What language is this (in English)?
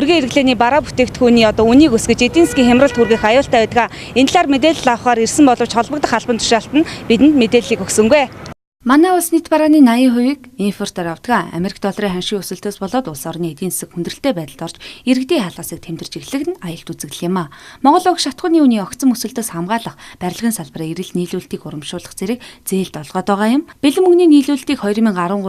Mongolian